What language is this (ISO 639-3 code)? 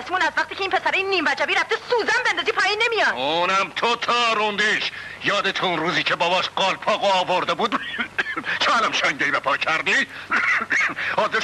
fas